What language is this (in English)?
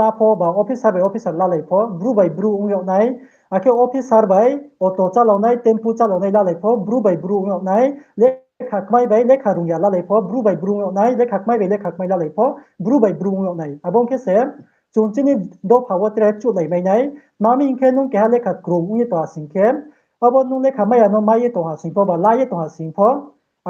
Riang (India)